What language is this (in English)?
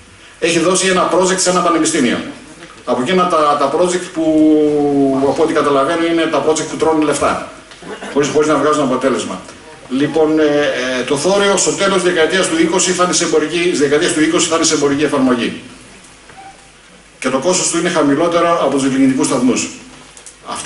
Greek